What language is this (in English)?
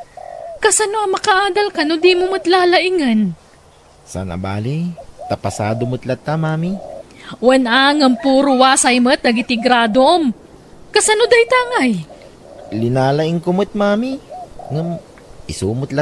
Iloko